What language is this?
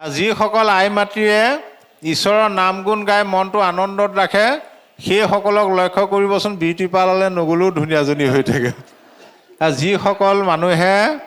Assamese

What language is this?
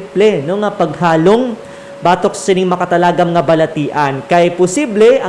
Hiligaynon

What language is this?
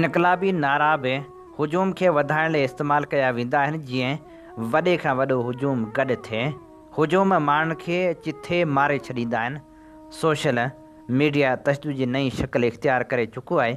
Sindhi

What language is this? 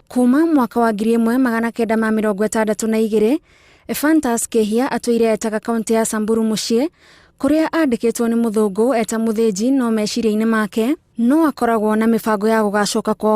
Kikuyu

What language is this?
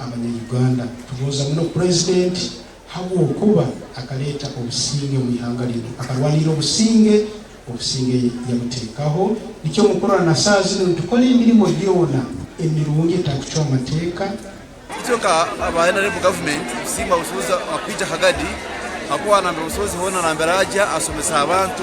Nyankole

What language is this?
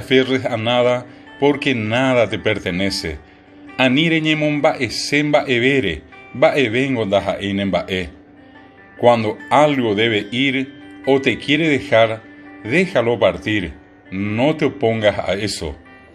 Guarani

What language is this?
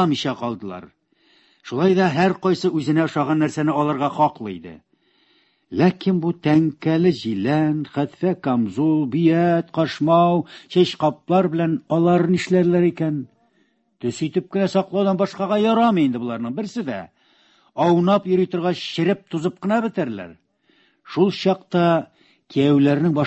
Tatar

